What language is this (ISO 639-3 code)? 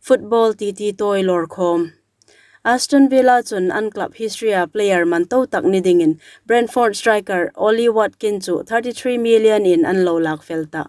hmr